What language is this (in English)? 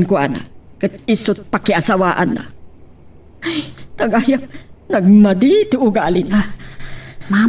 Iloko